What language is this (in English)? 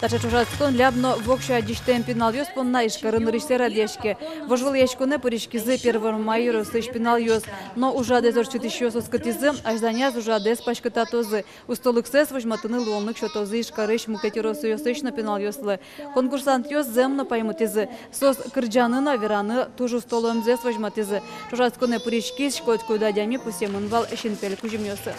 Udmurt